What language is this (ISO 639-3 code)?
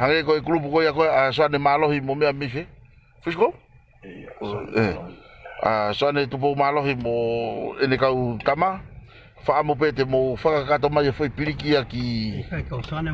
ton